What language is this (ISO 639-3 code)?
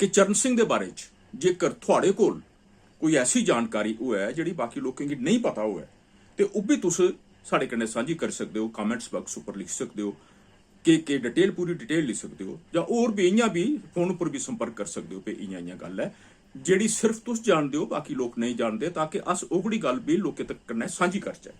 doi